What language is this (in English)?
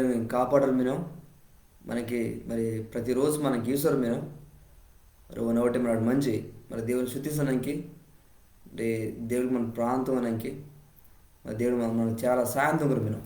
Koya